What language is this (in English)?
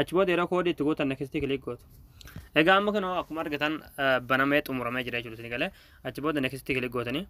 Oromo